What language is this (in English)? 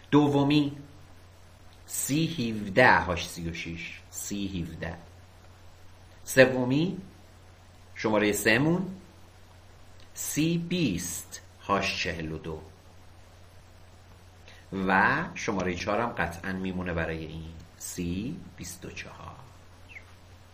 Persian